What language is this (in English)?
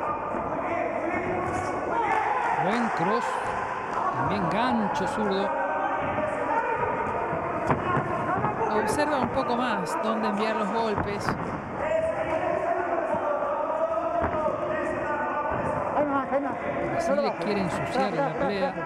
Spanish